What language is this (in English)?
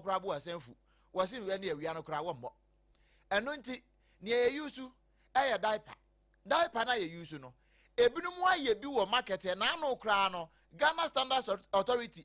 Akan